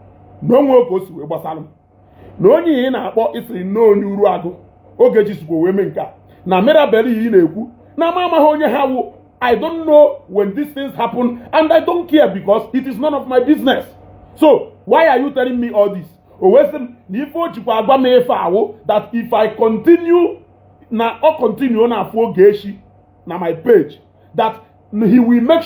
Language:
Igbo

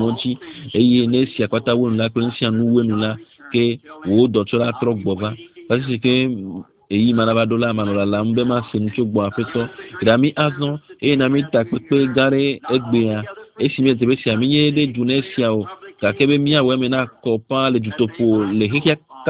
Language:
Ewe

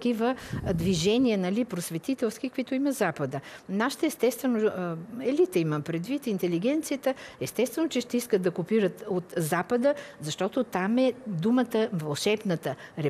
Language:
Bulgarian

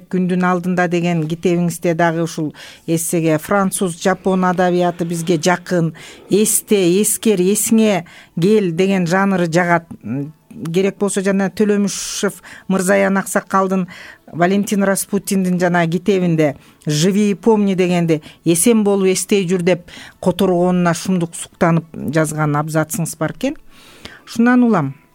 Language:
Kyrgyz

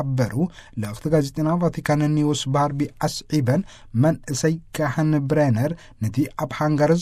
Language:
Tigrinya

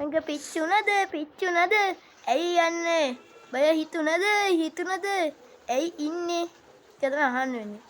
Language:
Sinhala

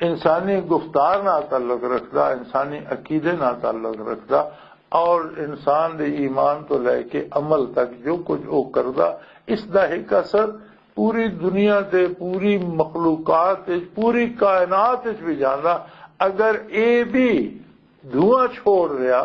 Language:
Western Panjabi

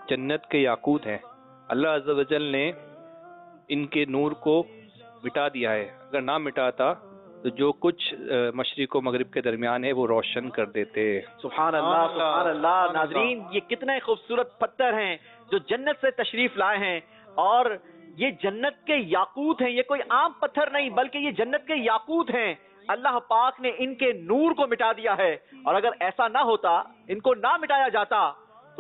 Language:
Urdu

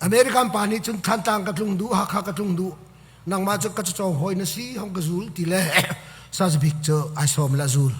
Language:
Hakha Chin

